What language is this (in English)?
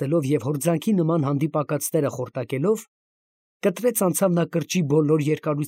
Armenian